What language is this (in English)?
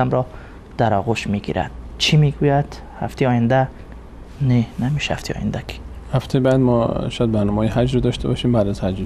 Persian